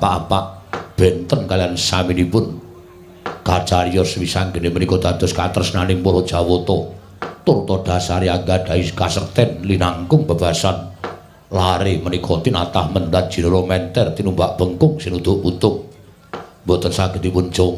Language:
Javanese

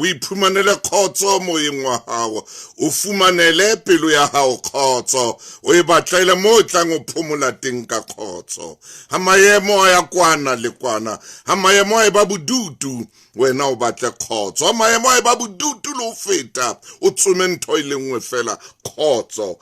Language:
Southern Sotho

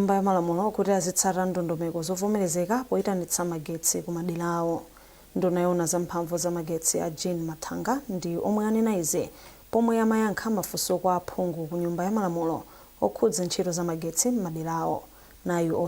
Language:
Nyanja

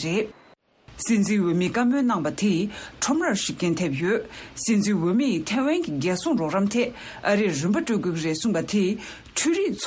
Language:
Tibetan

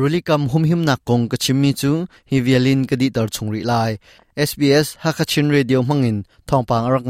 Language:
Hakha Chin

